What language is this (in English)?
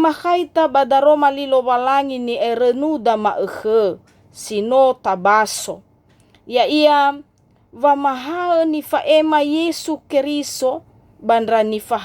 Nias